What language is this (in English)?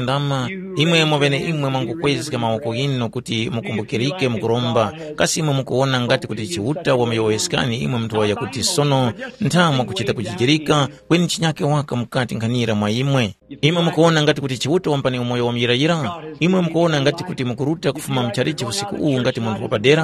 Tumbuka